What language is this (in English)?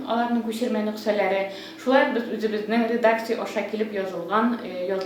Tatar